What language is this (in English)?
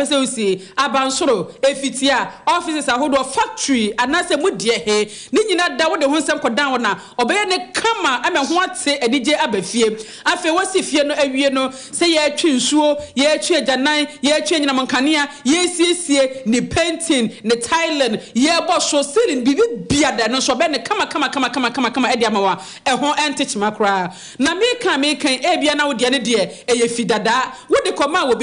Akan